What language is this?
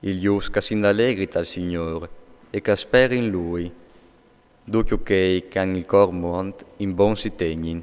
Friulian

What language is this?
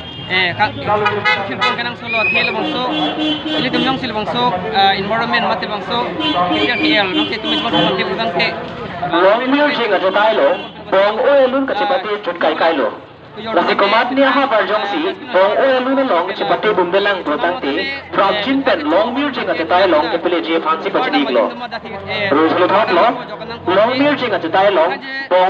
Karbi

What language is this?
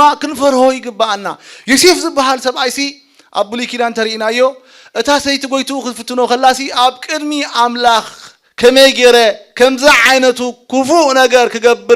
Tigrinya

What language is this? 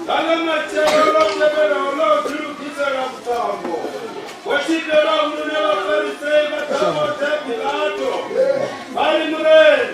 Venda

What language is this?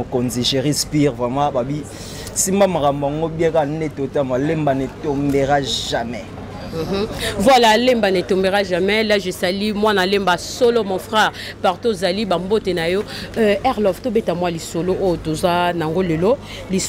Lingala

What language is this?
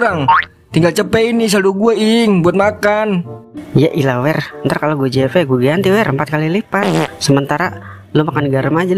Betawi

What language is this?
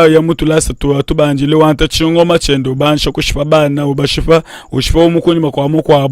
Luba-Lulua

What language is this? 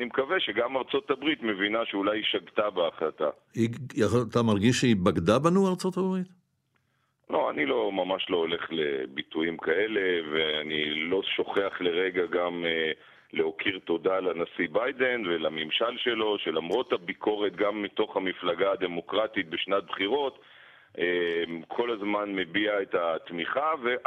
Hebrew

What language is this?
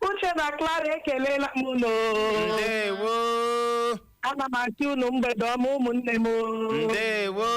Igbo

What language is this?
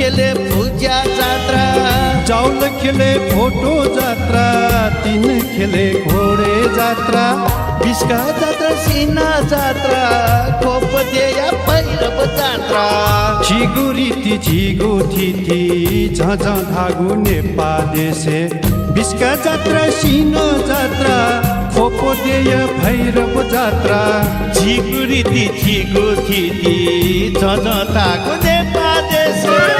Newari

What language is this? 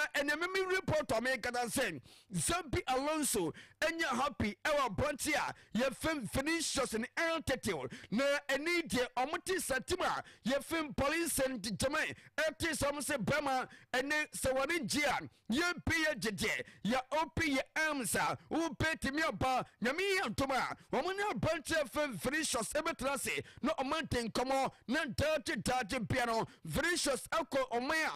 Akan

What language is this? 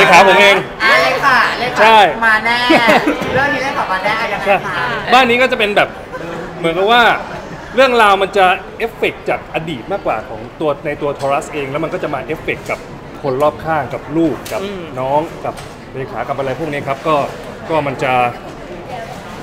Thai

